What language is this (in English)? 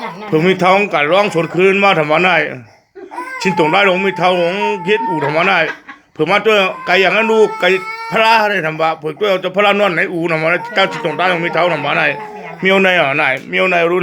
Shan